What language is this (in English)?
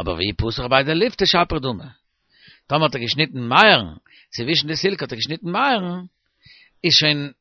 Yiddish